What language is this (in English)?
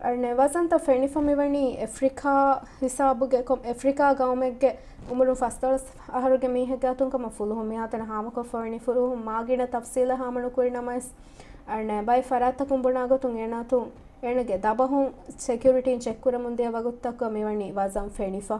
Divehi